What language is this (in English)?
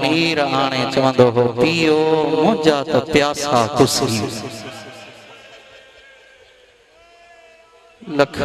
Sindhi